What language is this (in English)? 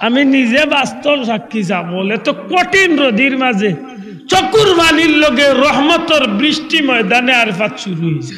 Sylheti